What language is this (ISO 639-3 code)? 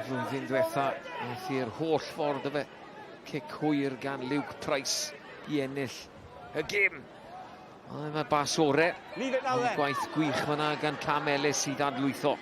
cym